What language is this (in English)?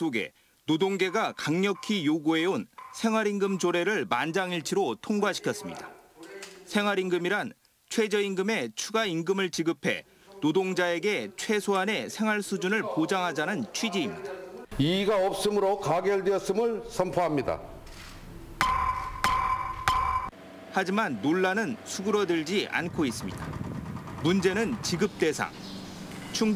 Korean